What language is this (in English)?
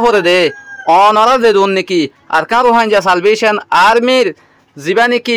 Rohingya